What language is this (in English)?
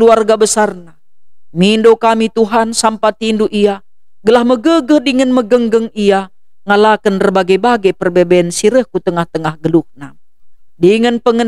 Batak Karo